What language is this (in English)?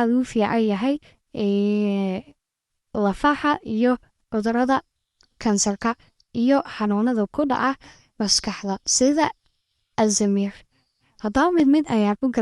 Somali